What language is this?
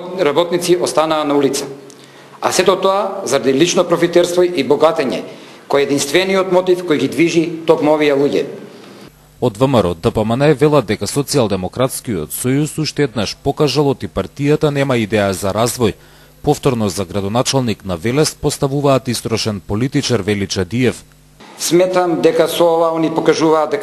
Macedonian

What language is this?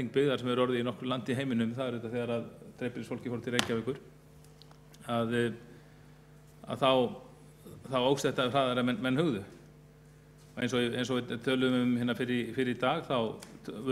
Icelandic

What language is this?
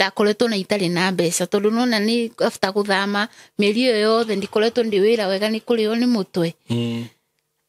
Kikuyu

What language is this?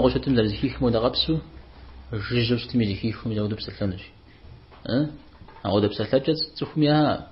Kabardian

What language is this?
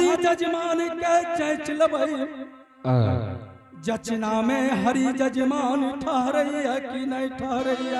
Angika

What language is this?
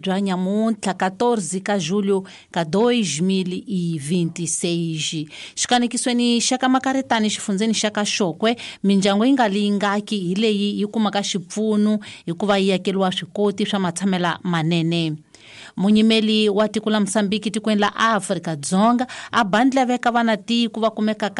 Tsonga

